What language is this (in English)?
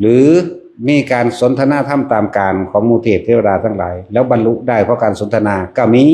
Lao